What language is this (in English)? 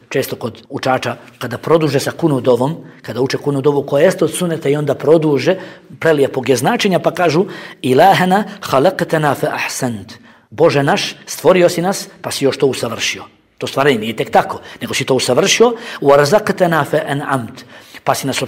Bosnian